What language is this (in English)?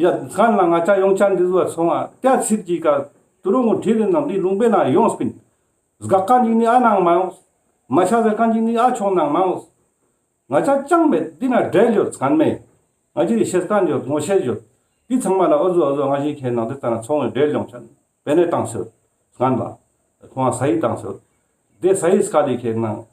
Ladakhi